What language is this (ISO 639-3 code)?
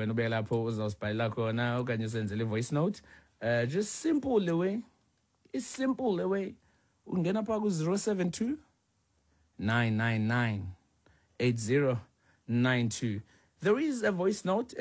xho